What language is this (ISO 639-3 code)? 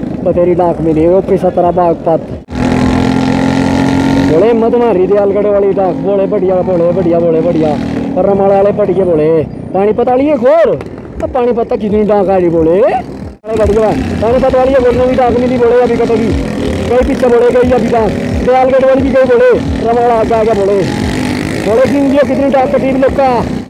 hin